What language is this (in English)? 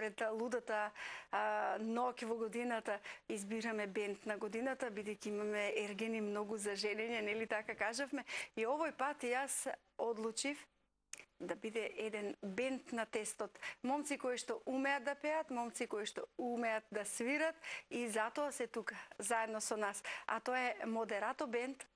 Macedonian